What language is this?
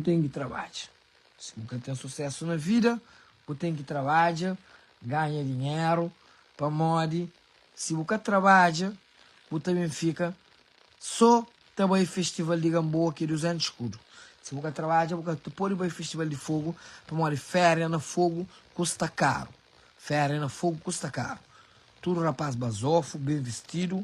Kabuverdianu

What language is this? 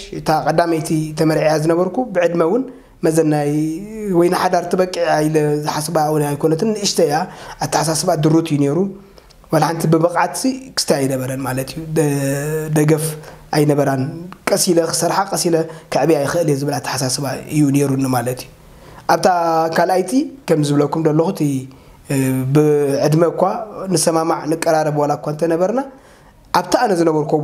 Tigrinya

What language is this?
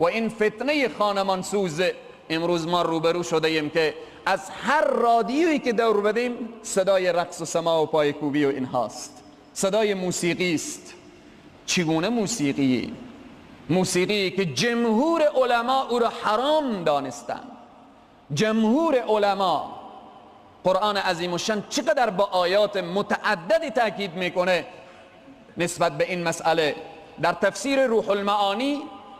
Persian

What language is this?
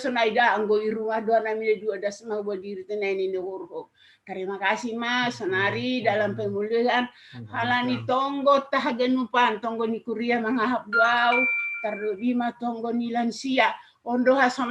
Batak Simalungun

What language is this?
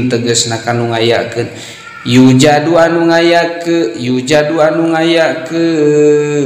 Sundanese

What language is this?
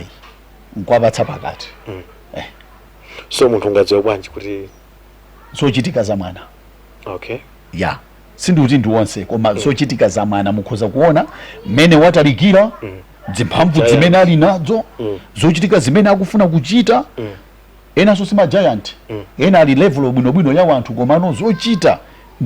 Nyanja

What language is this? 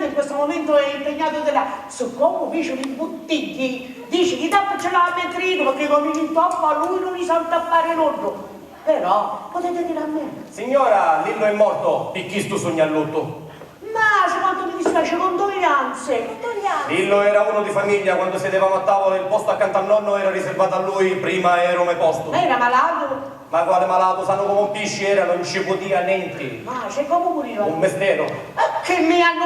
Sicilian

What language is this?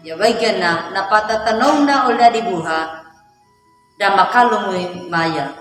Anakalangu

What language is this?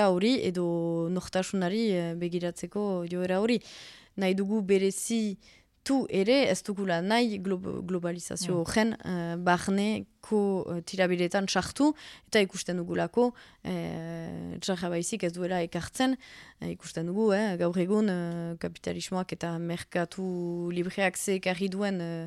Basque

